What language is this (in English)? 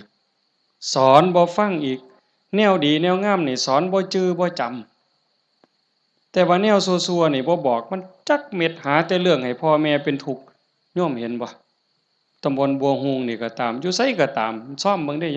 Northeastern Thai